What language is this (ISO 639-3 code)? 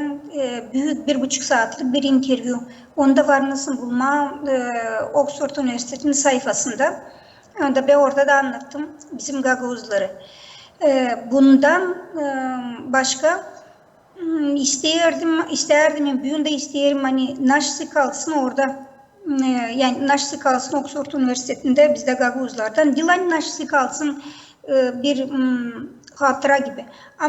gag